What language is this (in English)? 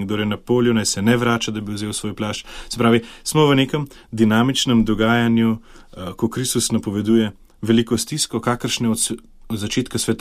Slovenian